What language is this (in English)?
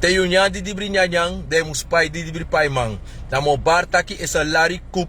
Sranan Tongo